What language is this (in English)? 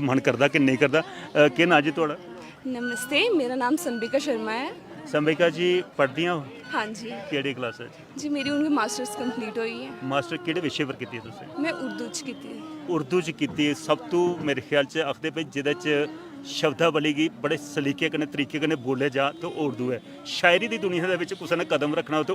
Dogri